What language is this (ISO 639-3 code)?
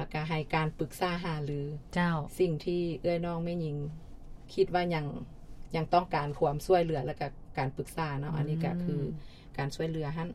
lao